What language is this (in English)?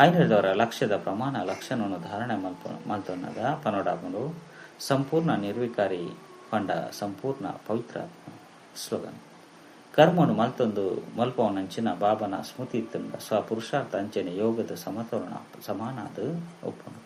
Tulu